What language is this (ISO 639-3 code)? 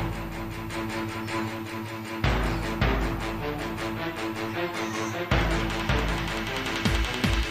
ind